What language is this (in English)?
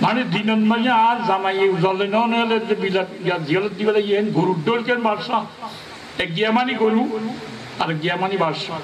Rohingya